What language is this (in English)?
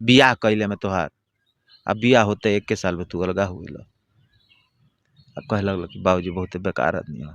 Bhojpuri